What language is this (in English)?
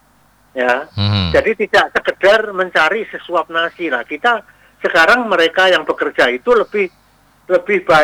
Indonesian